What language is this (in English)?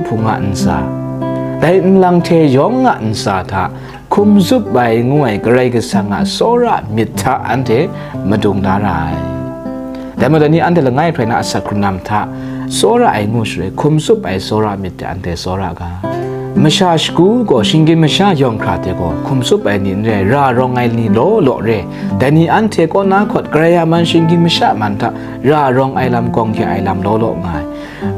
Kachin